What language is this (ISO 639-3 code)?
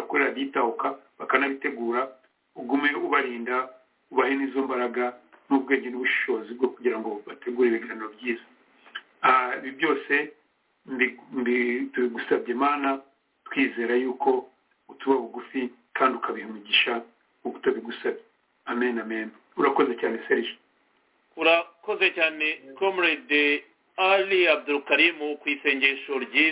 kin